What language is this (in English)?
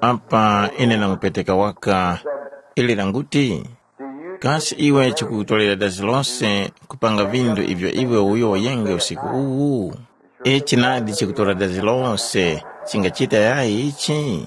Tumbuka